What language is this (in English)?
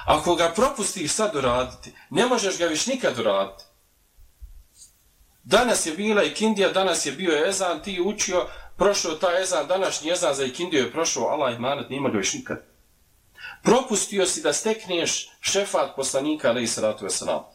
Bosnian